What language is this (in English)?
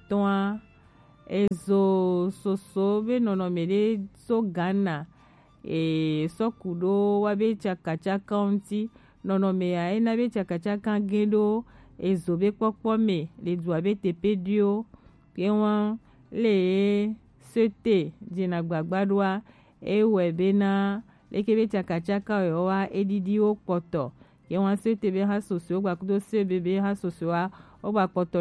Gen